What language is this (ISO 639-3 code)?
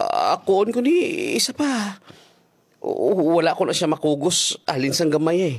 hil